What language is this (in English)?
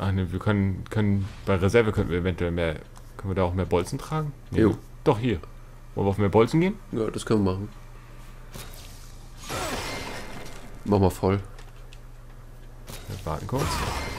German